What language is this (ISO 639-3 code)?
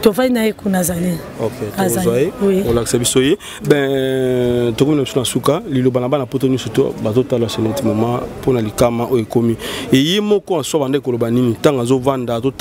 lin